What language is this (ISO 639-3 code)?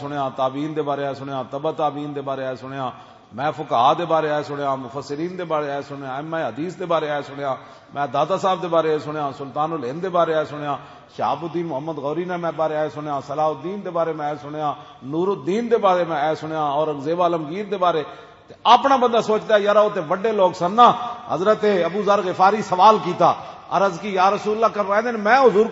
lah